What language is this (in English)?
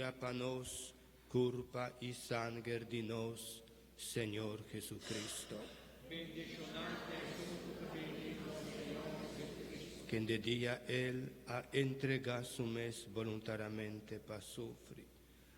Papiamento